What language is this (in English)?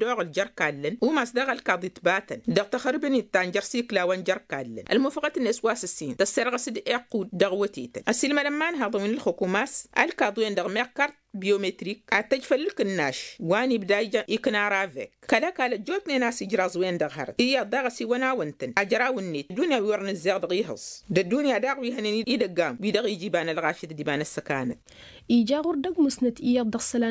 Tamasheq